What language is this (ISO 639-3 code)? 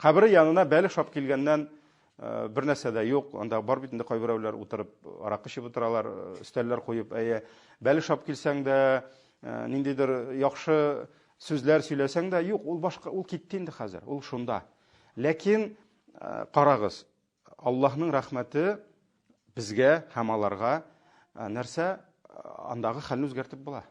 tat